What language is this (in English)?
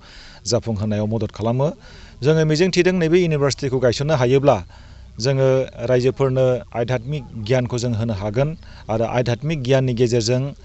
Bodo